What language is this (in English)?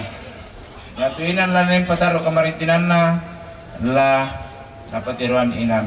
Toraja-Sa'dan